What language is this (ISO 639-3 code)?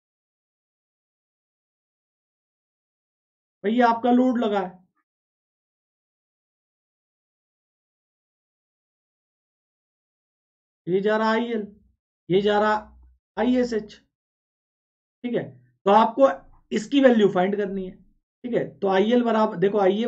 hin